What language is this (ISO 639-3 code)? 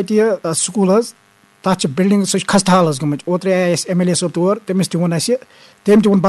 kas